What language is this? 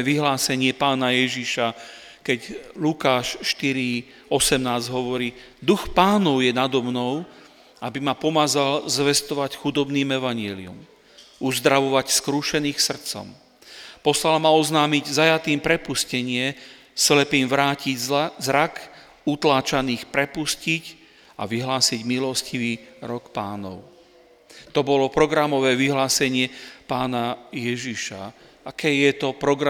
Slovak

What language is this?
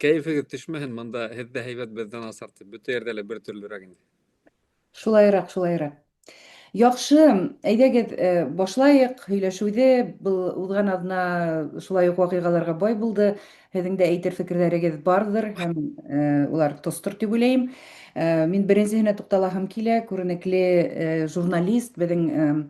Bashkir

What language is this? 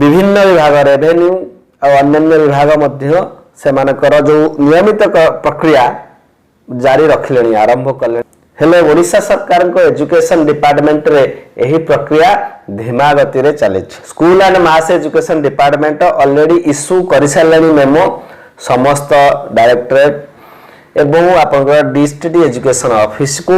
Odia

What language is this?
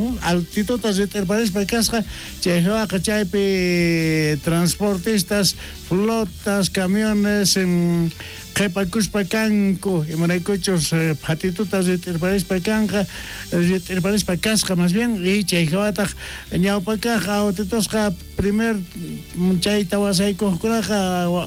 South Bolivian Quechua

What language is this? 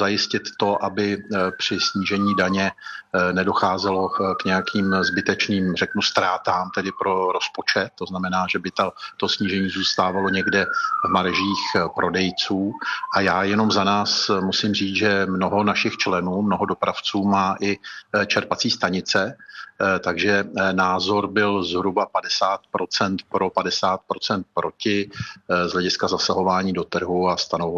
Czech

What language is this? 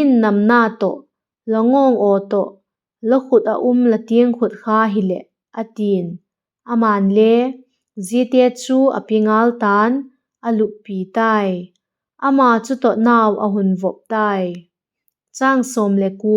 Vaiphei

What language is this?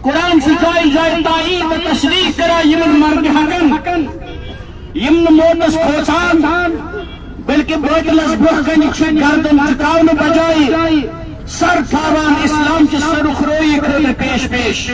Kashmiri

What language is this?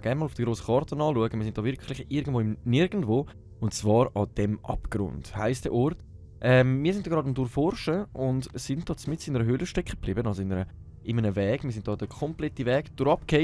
Swiss German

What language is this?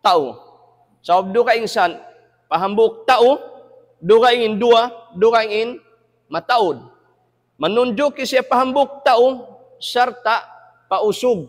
Tausug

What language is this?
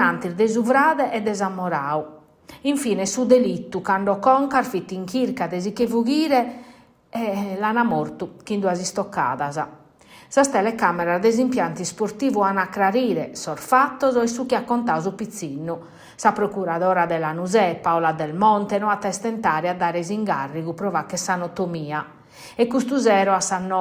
Sardinian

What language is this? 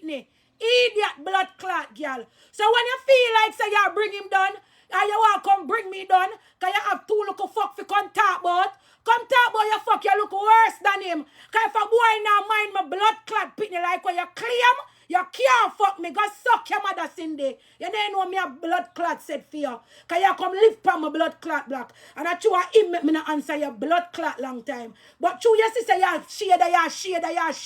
Jamaican Creole English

